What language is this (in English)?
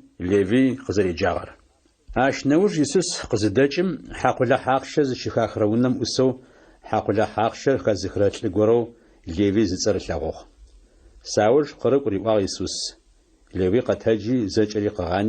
Adyghe